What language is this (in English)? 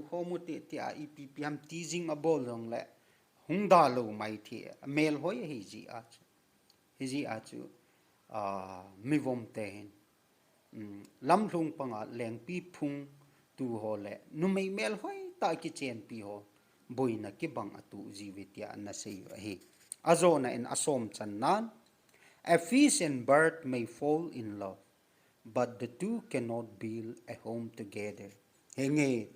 Thado Chin